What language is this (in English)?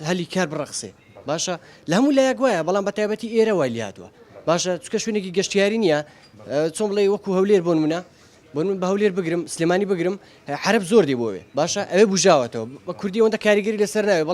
Central Kurdish